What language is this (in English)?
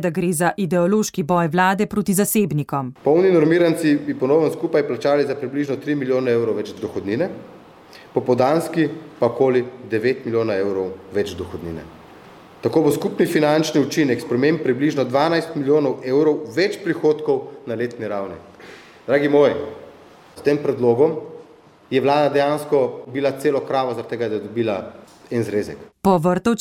Slovenian